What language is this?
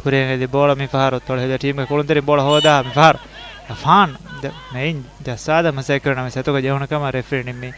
Divehi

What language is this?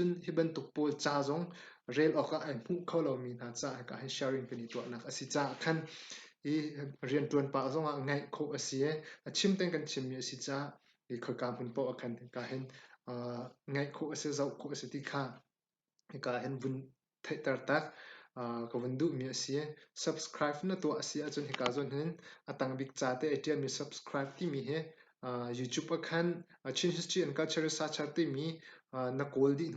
Hakha Chin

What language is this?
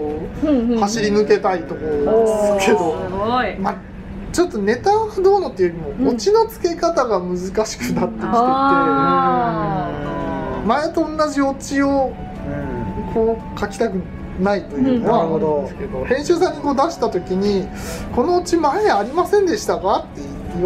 Japanese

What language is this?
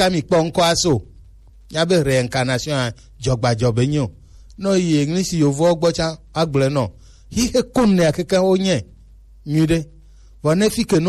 Gen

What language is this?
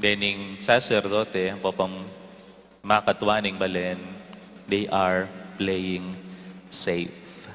Pampanga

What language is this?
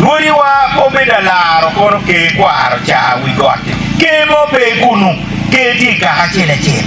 Acoli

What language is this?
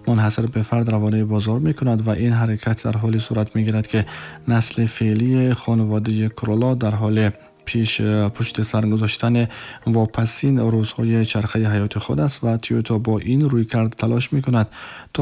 Tajik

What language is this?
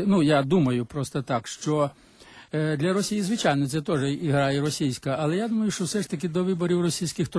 Ukrainian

